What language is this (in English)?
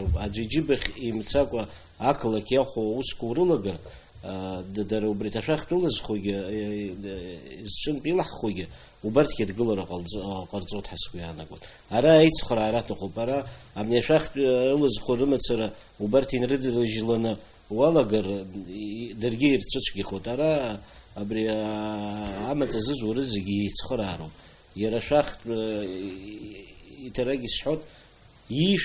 Abkhazian